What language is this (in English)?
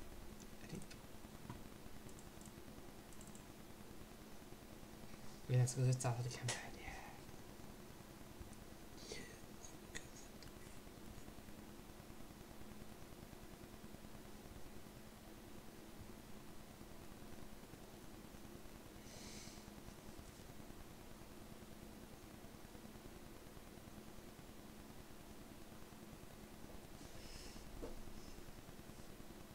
Hungarian